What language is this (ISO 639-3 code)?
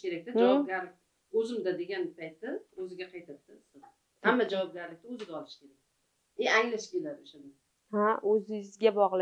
uzb